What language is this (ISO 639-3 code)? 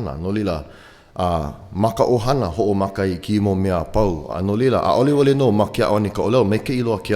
haw